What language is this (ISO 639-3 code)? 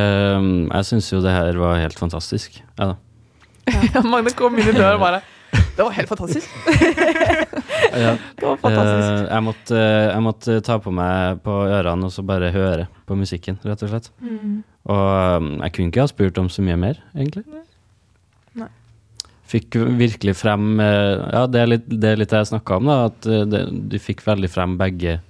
nor